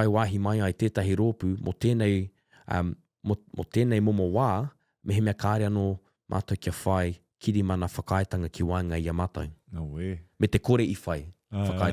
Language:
Māori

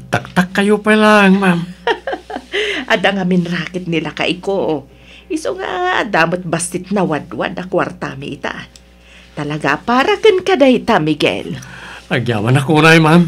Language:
Iloko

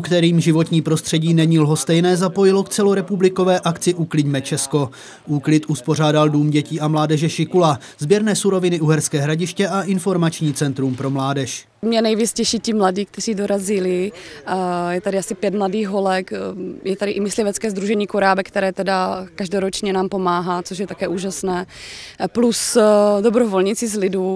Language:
Czech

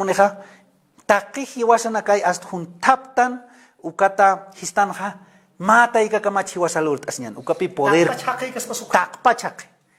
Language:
Aymara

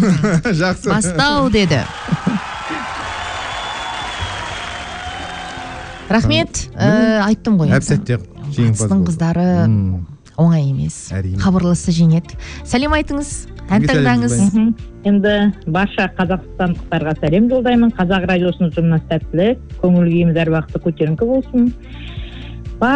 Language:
Kazakh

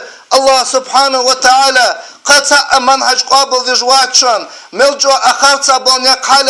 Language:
Ingush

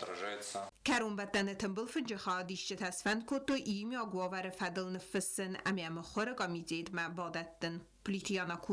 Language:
Ossetic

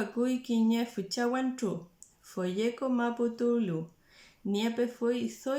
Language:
Mapuche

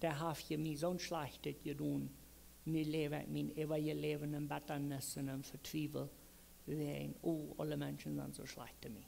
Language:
Plautdietsch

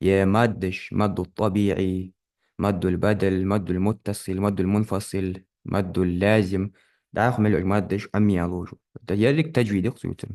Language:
Ingush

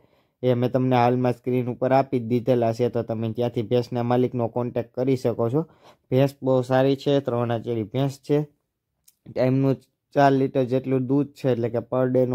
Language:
Gujarati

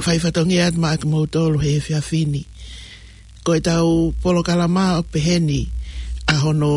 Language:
Tongan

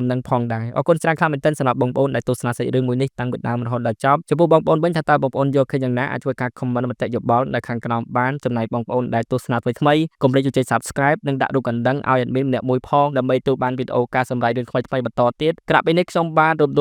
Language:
Khmer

